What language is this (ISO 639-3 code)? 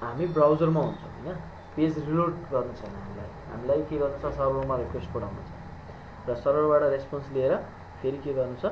nep